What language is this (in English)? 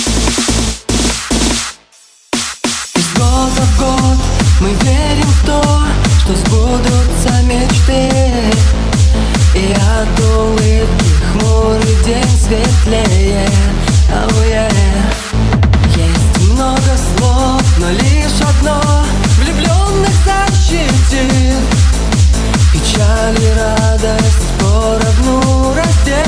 Russian